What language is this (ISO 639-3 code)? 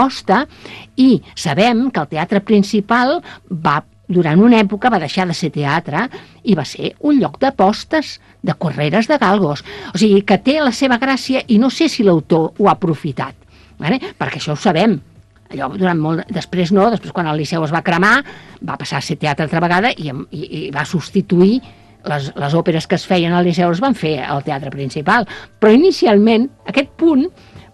cat